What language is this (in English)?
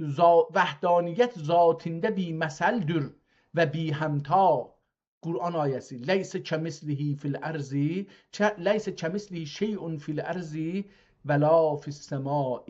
South Azerbaijani